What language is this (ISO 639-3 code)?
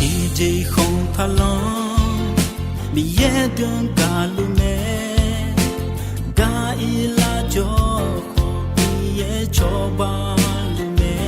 ahk